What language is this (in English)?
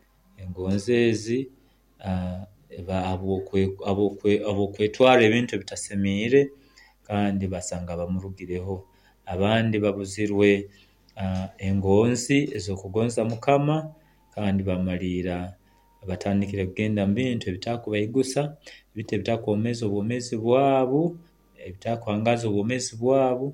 Nyoro